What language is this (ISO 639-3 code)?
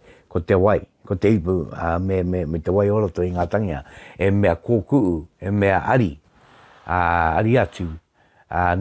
mri